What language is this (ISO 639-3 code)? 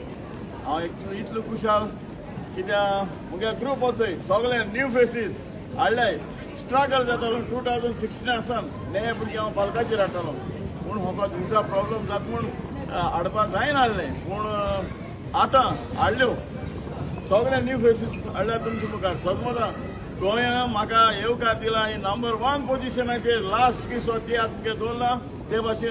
kok